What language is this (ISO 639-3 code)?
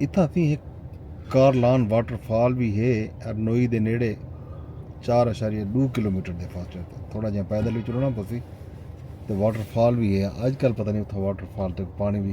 skr